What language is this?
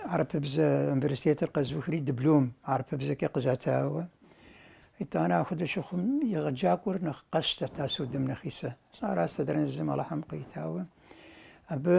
Kabardian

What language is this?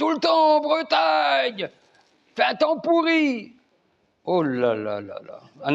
Breton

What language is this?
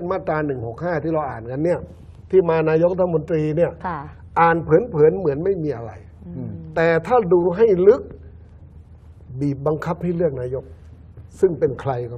Thai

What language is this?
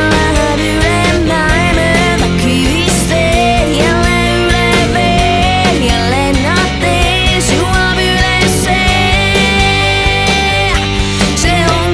Estonian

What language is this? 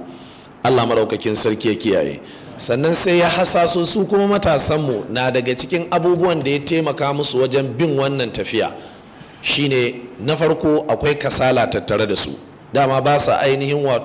Hausa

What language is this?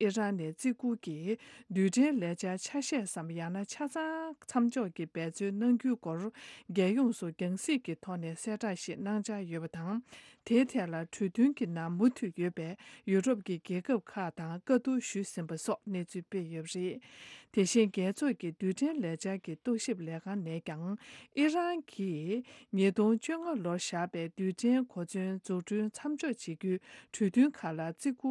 Tibetan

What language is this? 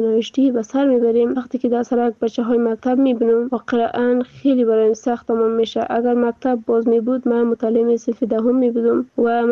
Persian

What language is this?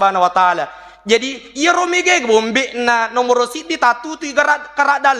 Buginese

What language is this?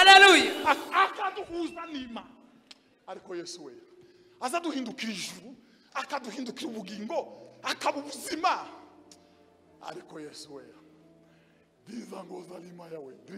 Kinyarwanda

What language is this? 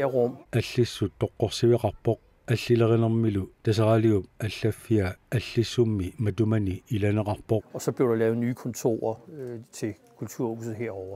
Kalaallisut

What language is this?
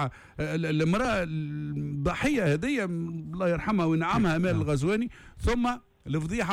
Tunisian Arabic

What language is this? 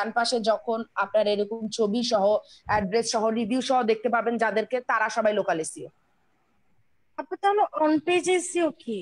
Bangla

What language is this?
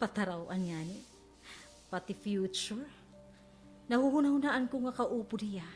Waray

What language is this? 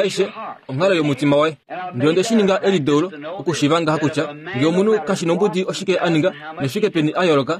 Kuanyama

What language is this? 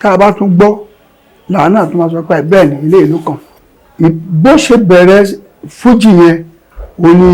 Yoruba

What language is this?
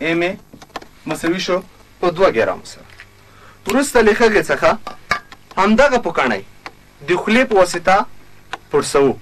Pashto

